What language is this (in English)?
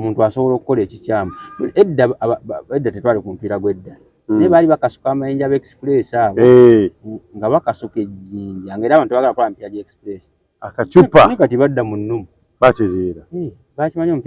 Ganda